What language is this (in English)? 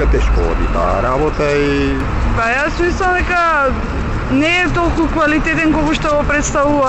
Macedonian